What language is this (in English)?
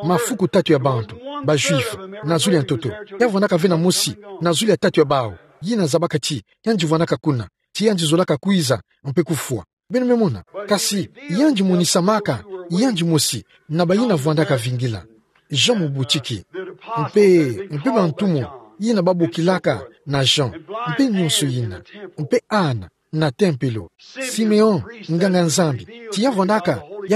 Kituba (Democratic Republic of Congo)